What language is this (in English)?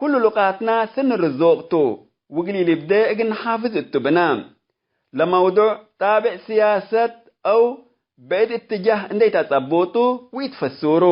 Tigre